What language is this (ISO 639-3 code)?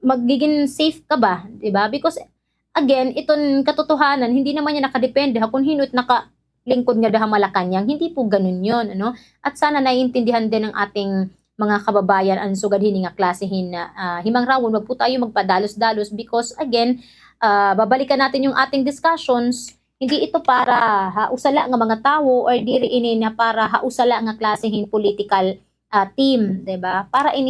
war